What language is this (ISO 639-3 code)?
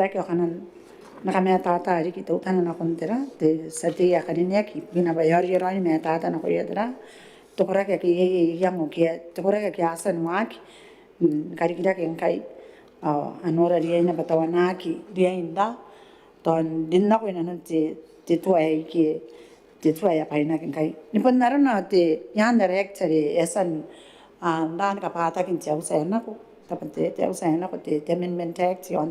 gil